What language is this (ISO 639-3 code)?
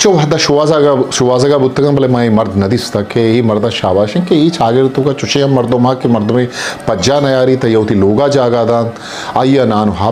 bgp